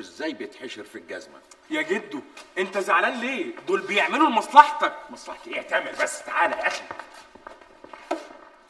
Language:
Egyptian Arabic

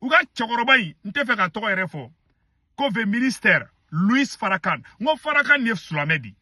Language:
Bambara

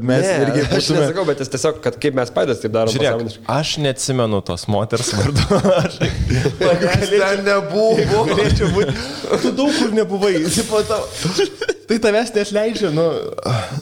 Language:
Lithuanian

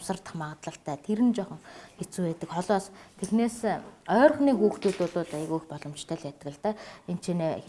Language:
Mongolian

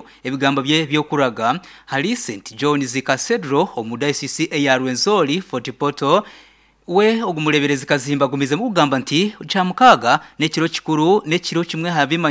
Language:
Nyankole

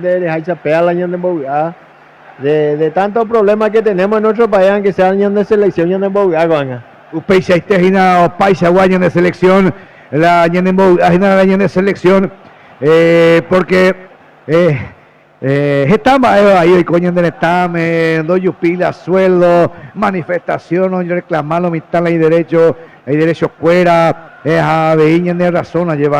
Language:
Guarani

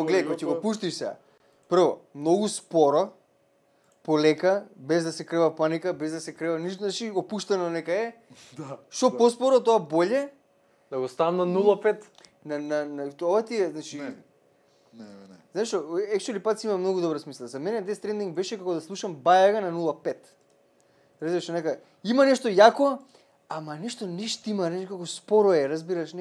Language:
Macedonian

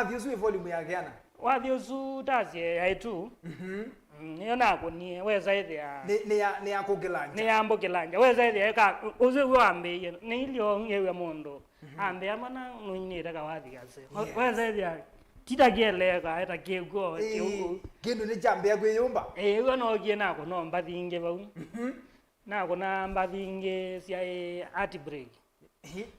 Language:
Kamba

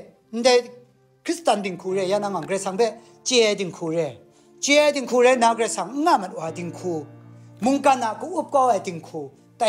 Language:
Kachin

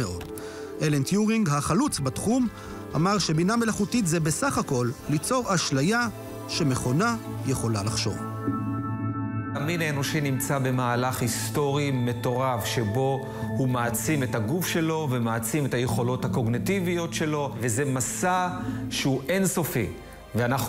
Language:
Hebrew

